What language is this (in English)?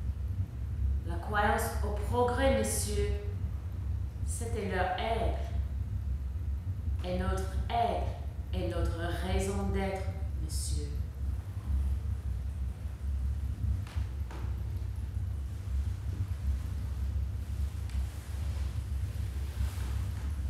French